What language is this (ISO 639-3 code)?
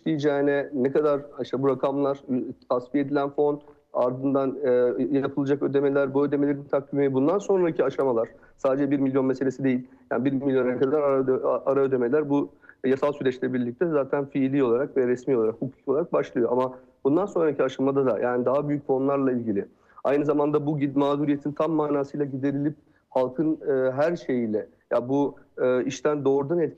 tur